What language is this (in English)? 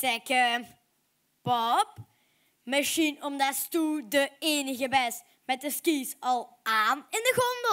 Limburgish